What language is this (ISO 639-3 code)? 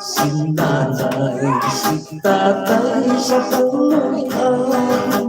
hil